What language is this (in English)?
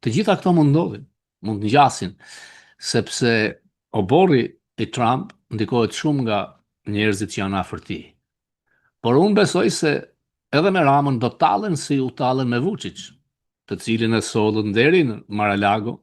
Albanian